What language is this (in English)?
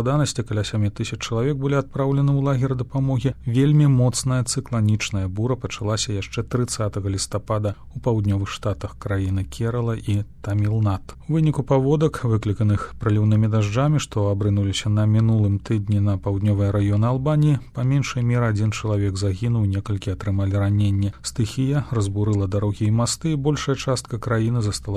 Belarusian